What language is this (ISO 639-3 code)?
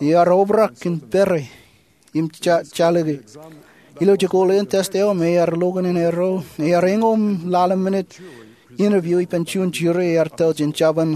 mah